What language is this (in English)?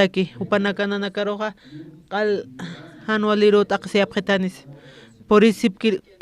Aymara